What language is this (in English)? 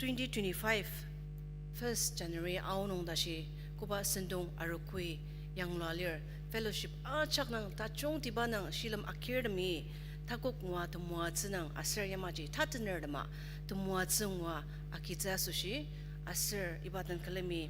Ao Naga